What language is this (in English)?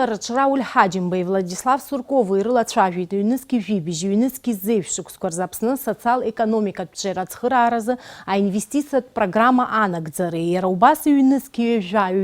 Abkhazian